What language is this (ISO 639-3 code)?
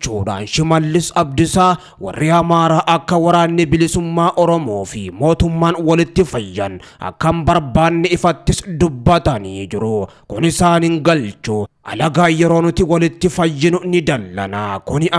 orm